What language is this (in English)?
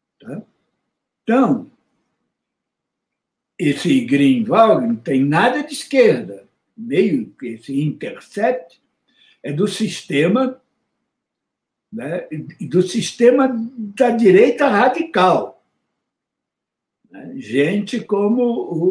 Portuguese